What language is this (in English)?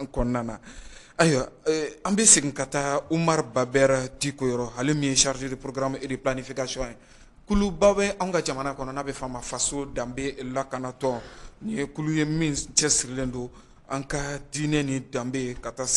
Bambara